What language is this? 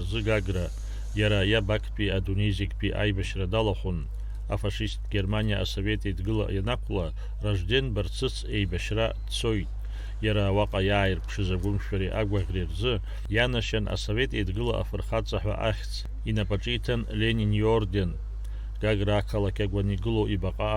Abkhazian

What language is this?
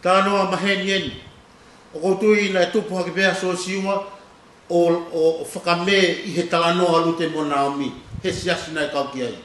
Tongan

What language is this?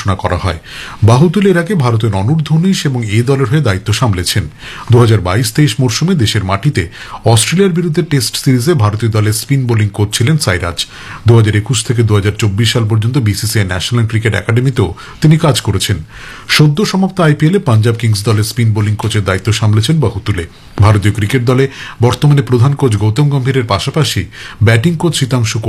Bangla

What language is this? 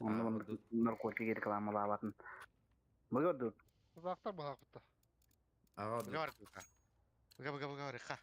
Yakut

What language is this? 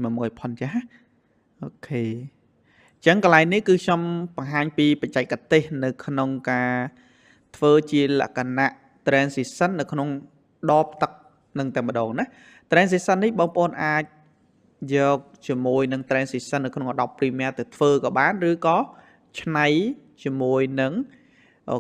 Khmer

